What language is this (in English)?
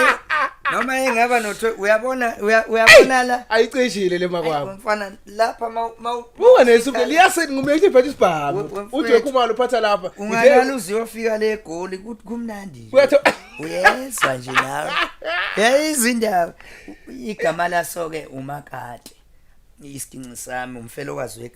Zulu